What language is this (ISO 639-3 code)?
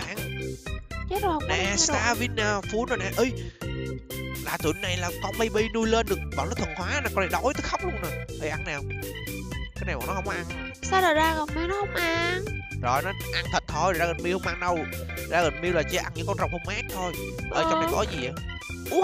vie